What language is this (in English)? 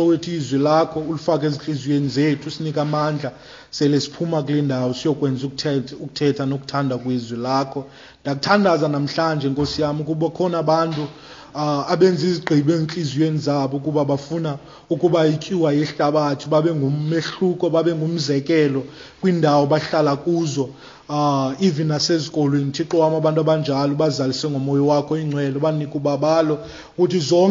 Xhosa